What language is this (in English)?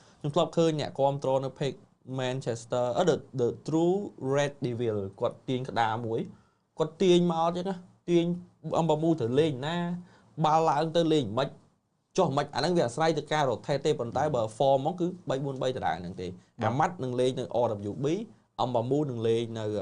Khmer